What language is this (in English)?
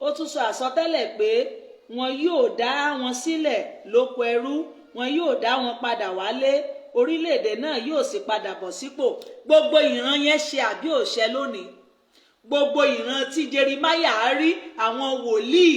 Yoruba